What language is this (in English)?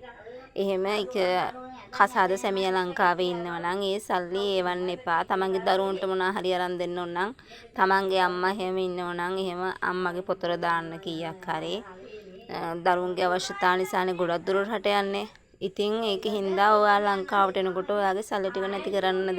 Sinhala